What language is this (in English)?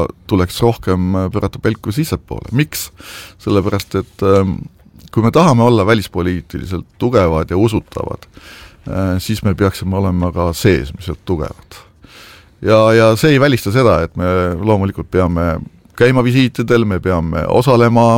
Estonian